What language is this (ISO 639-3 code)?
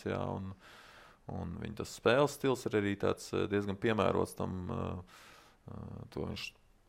lav